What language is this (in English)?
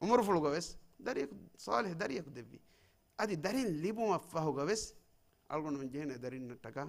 Divehi